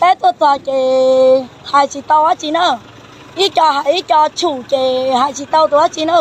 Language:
Hmong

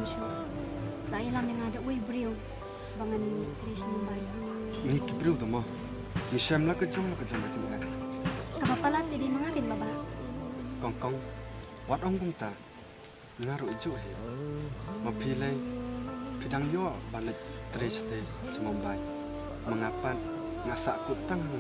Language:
Khasi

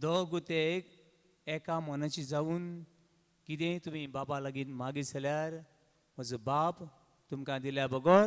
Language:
Konkani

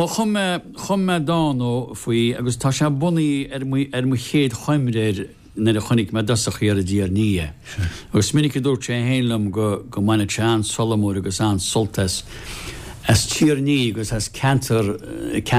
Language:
Irish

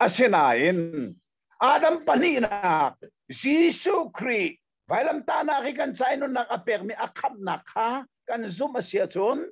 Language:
Hakha Chin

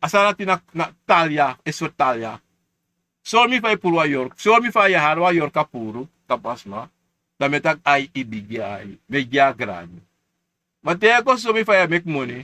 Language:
Sranan Tongo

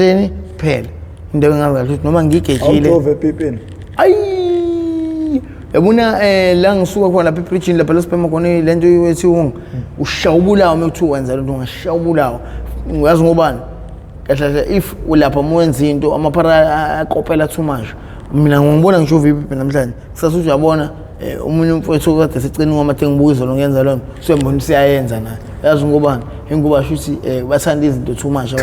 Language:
Zulu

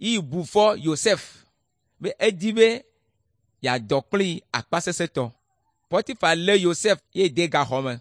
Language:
Ewe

